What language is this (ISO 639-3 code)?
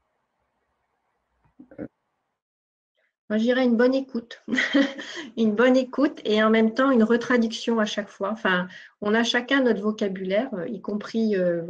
fra